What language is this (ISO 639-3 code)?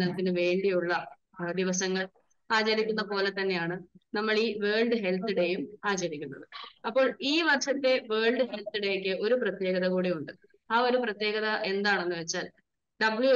mal